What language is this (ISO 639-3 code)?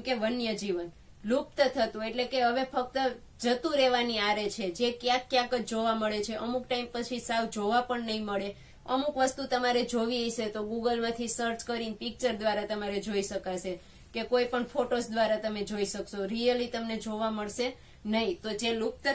guj